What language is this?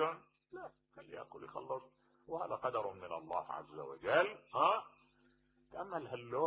Mesopotamian Arabic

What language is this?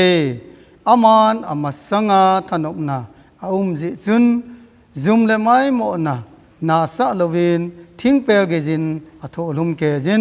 Thado Chin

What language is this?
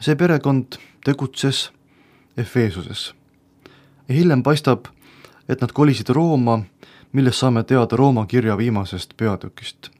Estonian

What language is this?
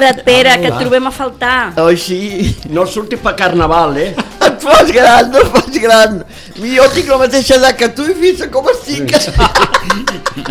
Catalan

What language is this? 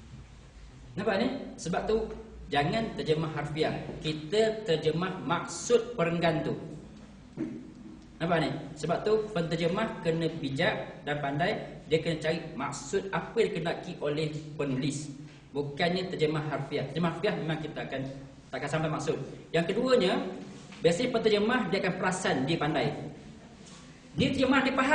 Malay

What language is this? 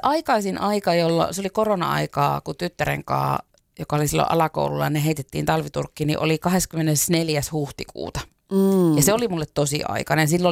Finnish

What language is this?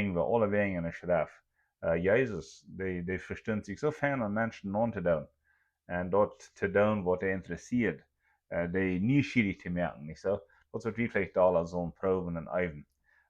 Plautdietsch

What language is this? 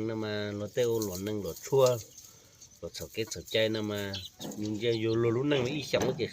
Hmong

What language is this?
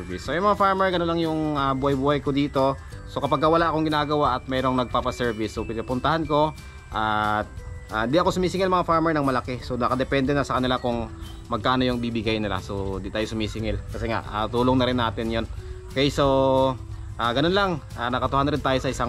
Filipino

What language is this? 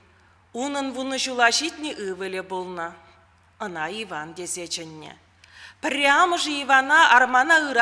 Chuvash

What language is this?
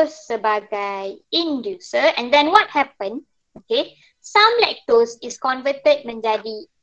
Malay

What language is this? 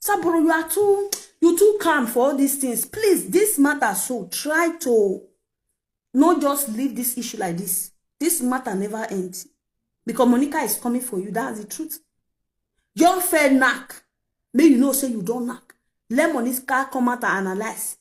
Nigerian Pidgin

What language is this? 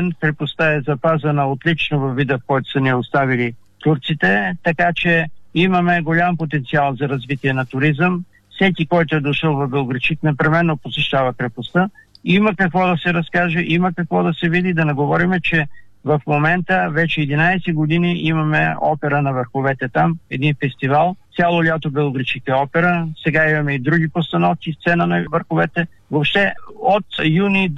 Bulgarian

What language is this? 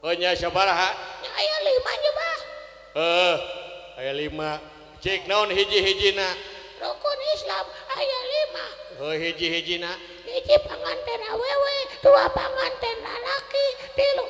Sundanese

